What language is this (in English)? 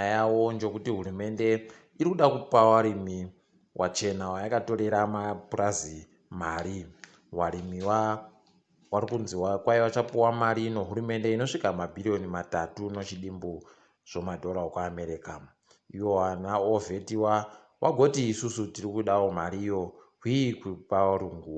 Ndau